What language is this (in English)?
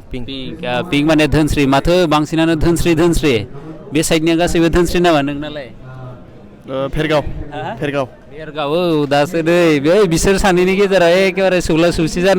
Bodo